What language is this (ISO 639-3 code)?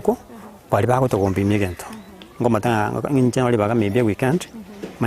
guz